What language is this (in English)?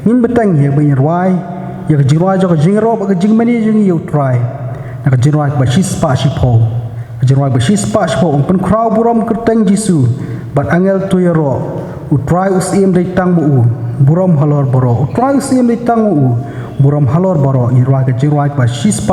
Khasi